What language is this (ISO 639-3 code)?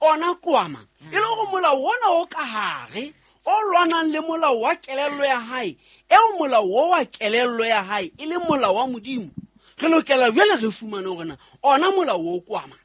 sot